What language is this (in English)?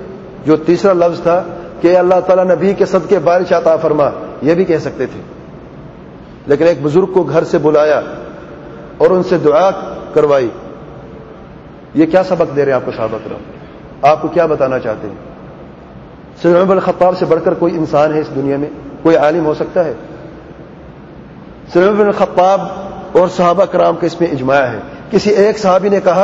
Urdu